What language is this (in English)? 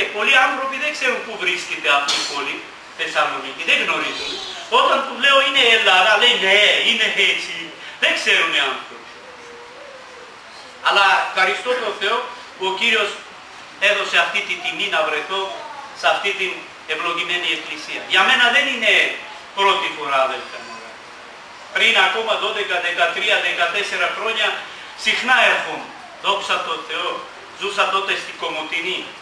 Greek